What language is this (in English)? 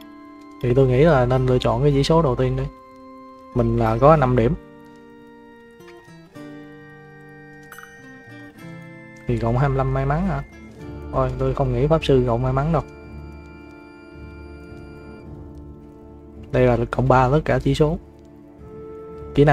Vietnamese